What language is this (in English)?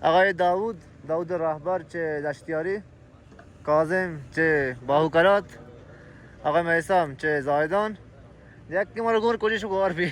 Baluchi